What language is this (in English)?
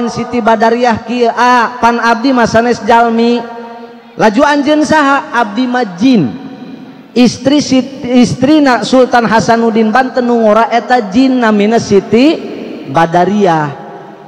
Sundanese